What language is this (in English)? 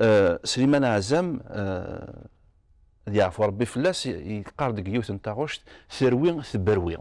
Kabyle